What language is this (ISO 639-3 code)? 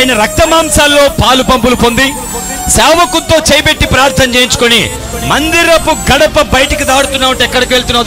tel